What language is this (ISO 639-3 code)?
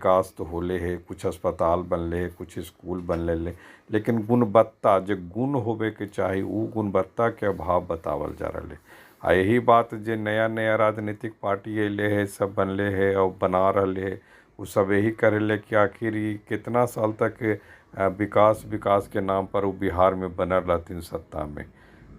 mag